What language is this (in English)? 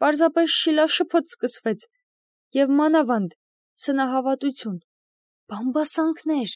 Armenian